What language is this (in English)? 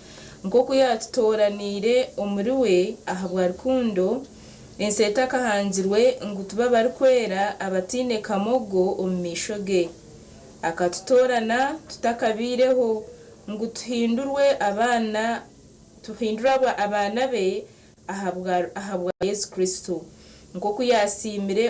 Nyankole